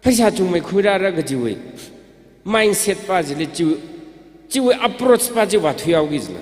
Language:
Tangkhul Naga (India)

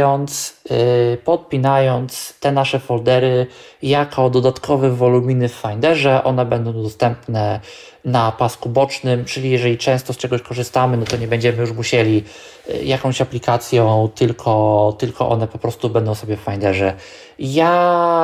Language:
Polish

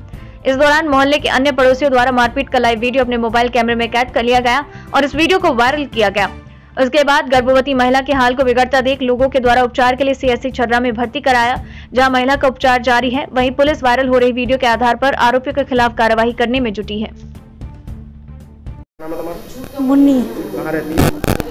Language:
Hindi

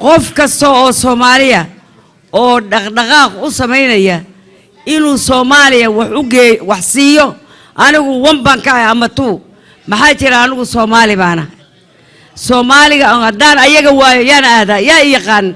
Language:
Somali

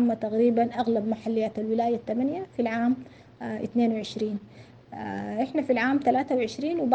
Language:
Sudanese Arabic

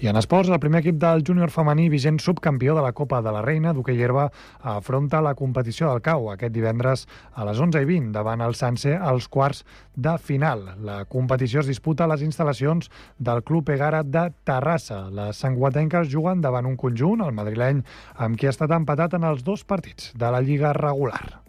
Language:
Catalan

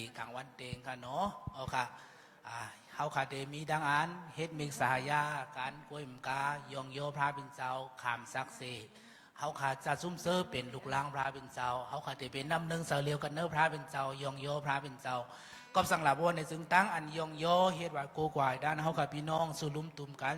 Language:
Shan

